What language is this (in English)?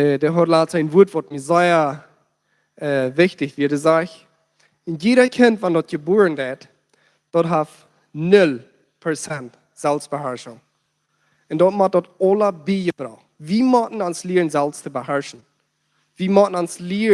Plautdietsch